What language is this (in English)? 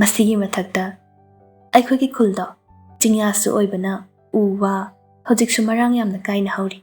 Manipuri